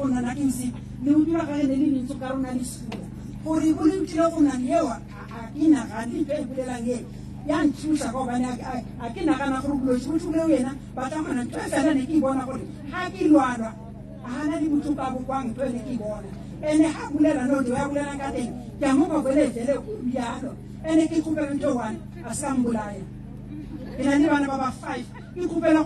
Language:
Northern Sotho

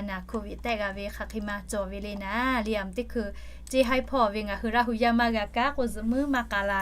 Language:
Lahu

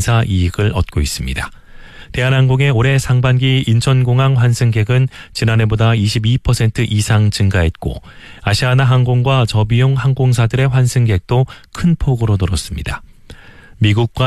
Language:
Korean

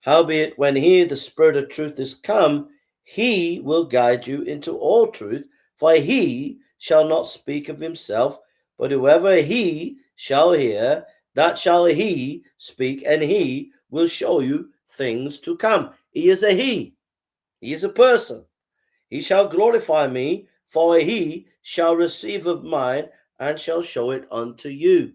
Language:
English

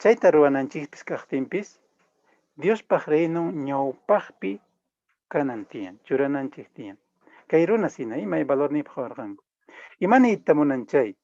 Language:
Quechua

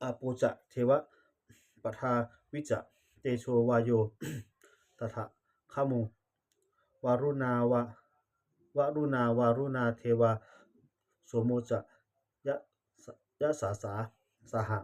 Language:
Pali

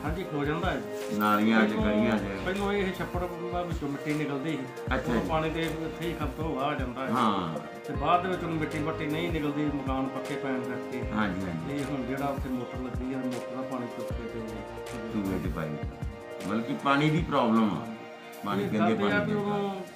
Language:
Punjabi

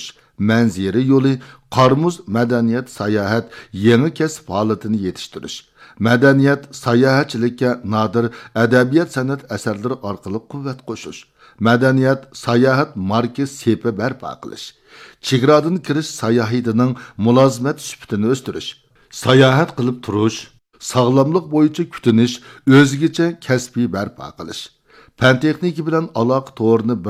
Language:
Uyghur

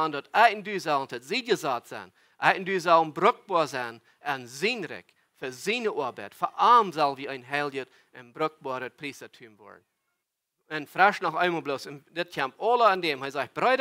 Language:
Plautdietsch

